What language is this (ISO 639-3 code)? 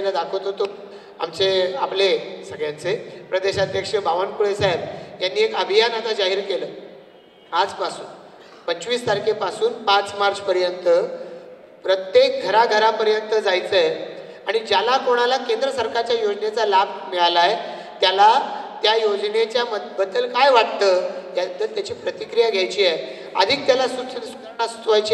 mar